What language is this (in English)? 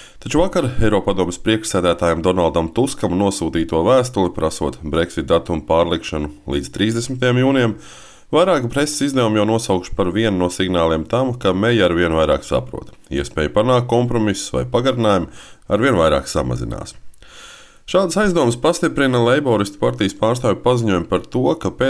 Latvian